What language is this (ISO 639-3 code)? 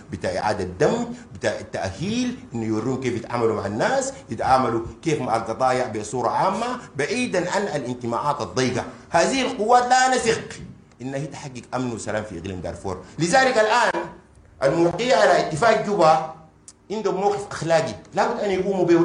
apd